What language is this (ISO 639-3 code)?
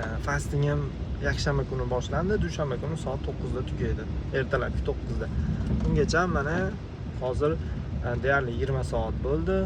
uzb